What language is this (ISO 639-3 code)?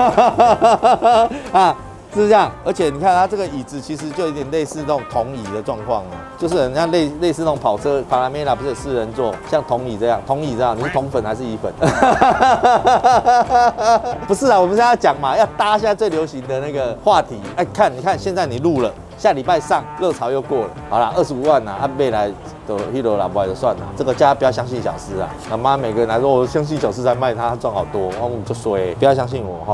zho